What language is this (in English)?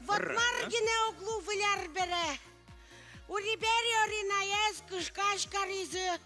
Udmurt